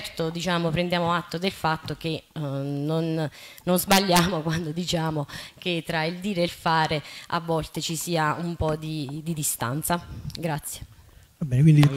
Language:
Italian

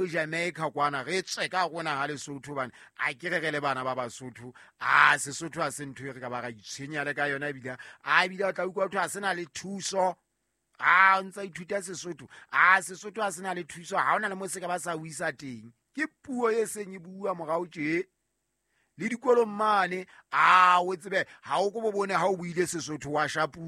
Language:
Southern Sotho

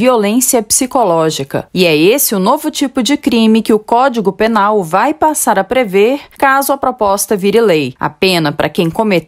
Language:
Portuguese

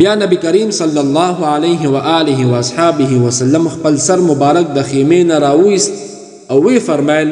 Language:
Pashto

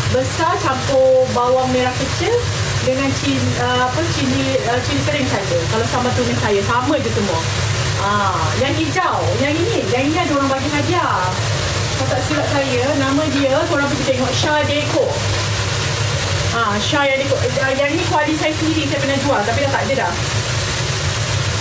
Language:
Malay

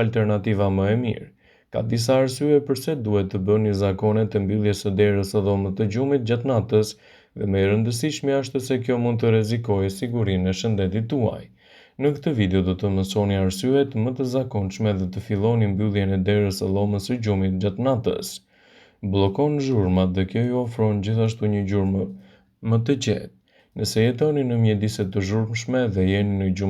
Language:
Albanian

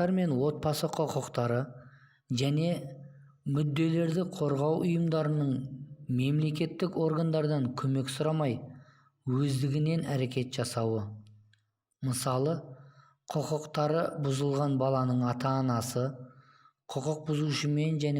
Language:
Kazakh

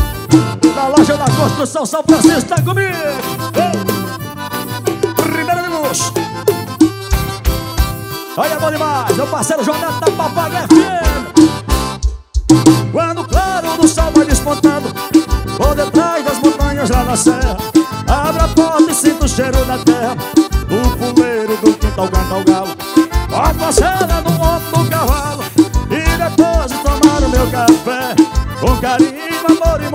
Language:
Portuguese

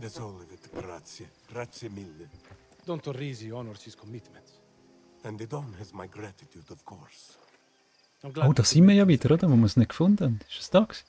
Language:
Swiss German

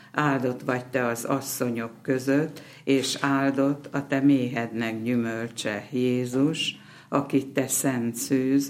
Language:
Hungarian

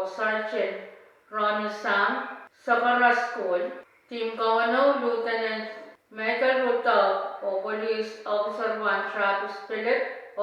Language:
Pohnpeian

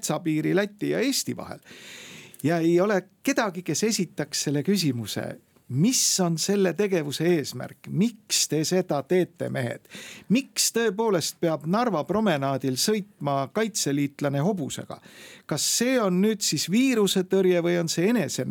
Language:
Estonian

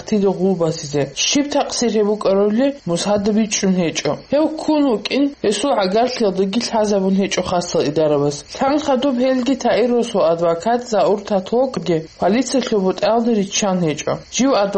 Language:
Avaric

